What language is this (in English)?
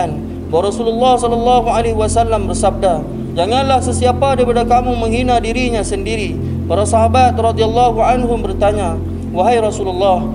Malay